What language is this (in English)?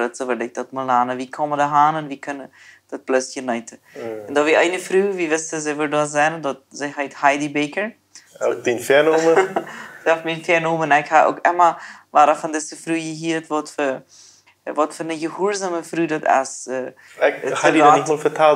Plautdietsch